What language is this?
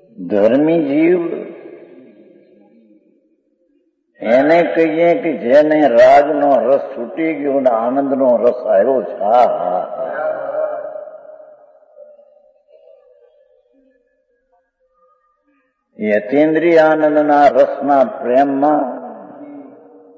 Gujarati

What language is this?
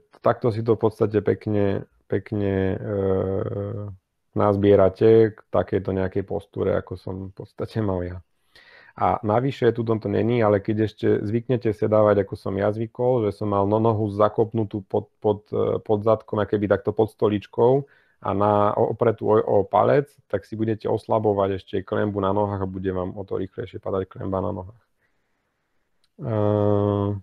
Slovak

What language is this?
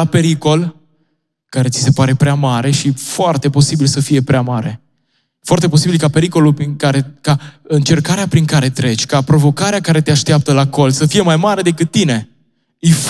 Romanian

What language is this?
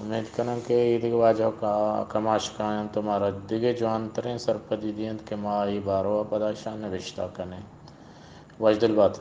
Eastern Balochi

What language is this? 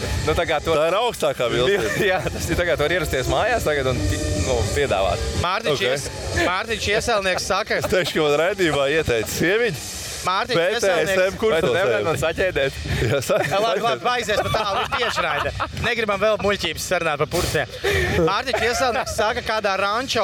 Latvian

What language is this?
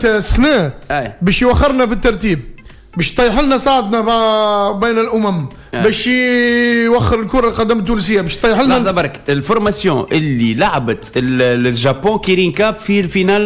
Tunisian Arabic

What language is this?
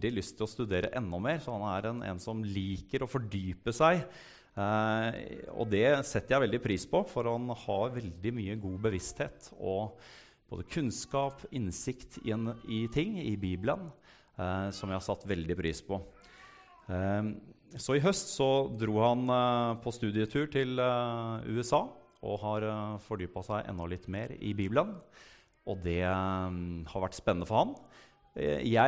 Norwegian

